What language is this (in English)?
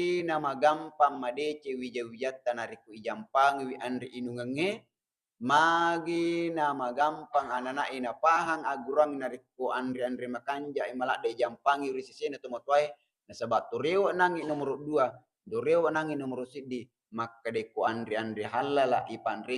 Buginese